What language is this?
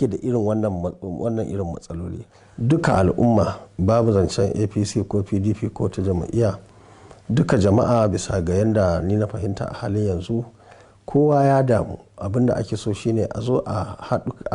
Hausa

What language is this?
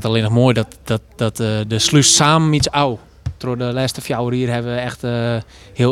Western Frisian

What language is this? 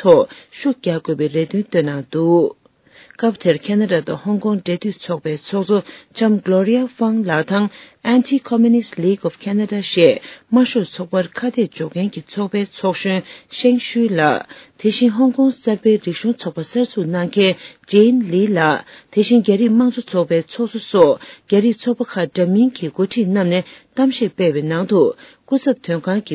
Tibetan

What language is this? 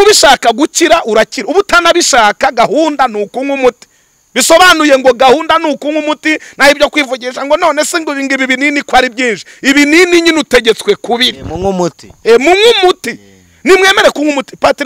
Kinyarwanda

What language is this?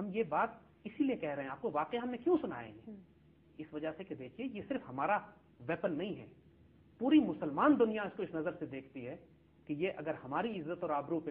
Urdu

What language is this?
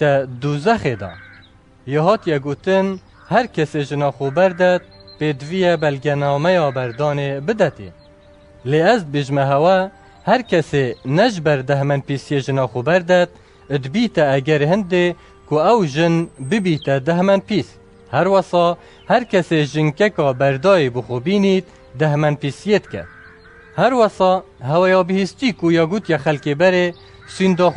Kurdish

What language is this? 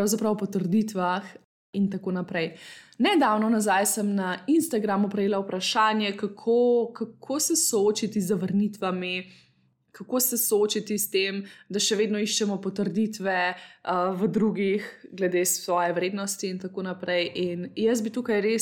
Slovenian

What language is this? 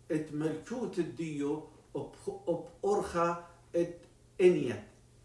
Assyrian Neo-Aramaic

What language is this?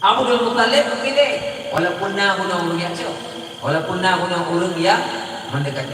Achinese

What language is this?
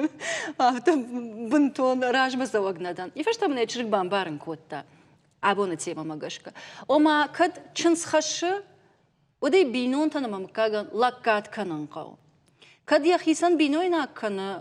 Ossetic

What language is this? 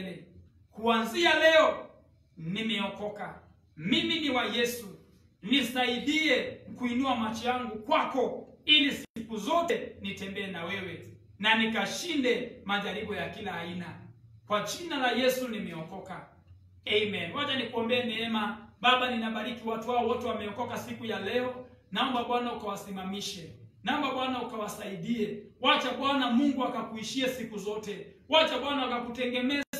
Swahili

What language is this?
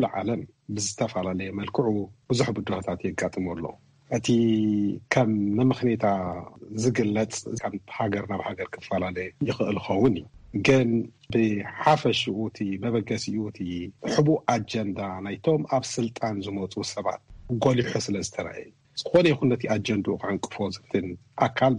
Tigrinya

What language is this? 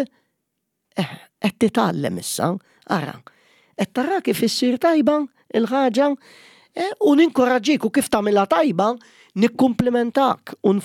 Maltese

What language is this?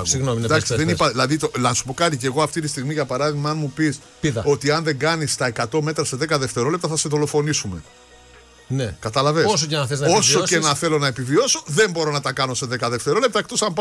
Greek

